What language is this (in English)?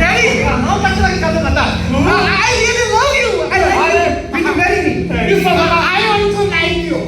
Konkani